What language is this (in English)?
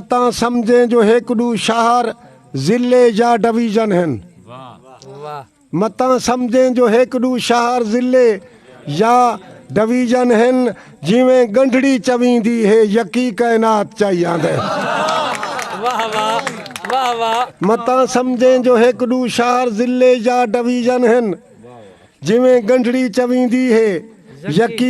Saraiki